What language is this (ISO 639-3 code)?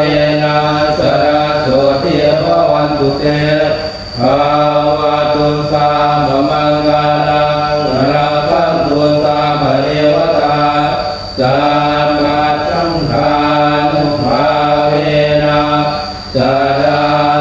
pli